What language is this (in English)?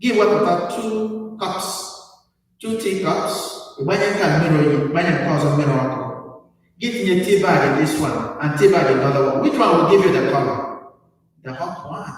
Igbo